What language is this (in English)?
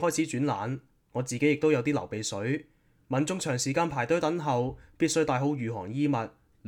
Cantonese